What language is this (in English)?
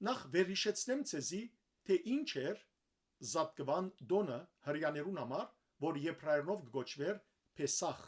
Western Armenian